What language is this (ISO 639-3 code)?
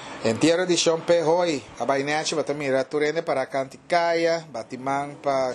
pap